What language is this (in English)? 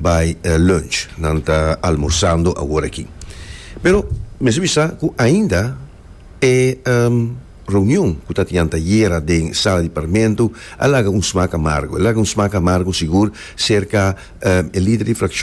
Papiamento